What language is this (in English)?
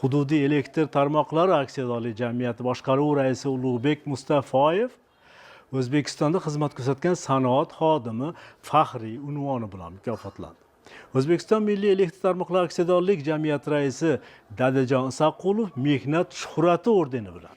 Uzbek